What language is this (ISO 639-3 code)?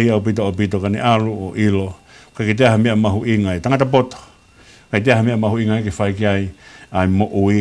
ton